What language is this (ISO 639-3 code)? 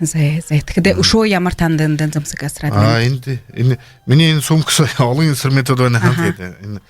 bua